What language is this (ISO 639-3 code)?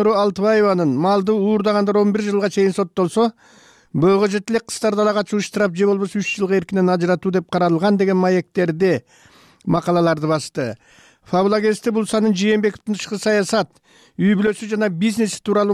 kir